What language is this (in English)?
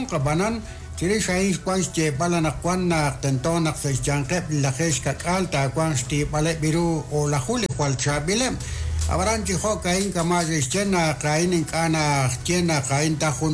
Kekchí